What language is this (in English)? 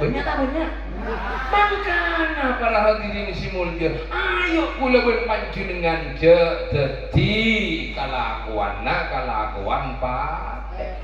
Madurese